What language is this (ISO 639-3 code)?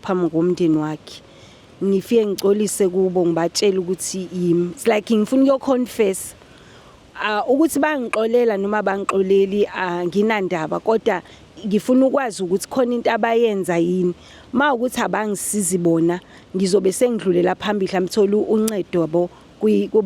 zul